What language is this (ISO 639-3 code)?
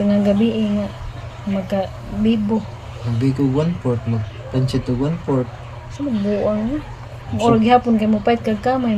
ceb